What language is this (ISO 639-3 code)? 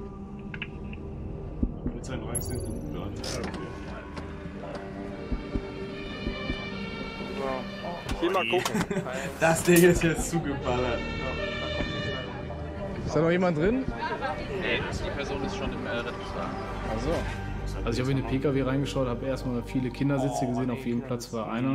deu